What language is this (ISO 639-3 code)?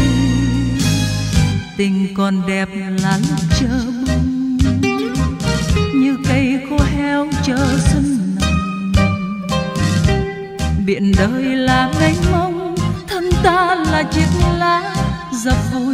vie